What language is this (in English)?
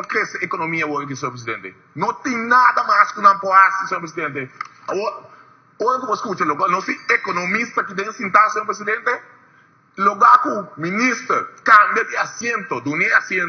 Papiamento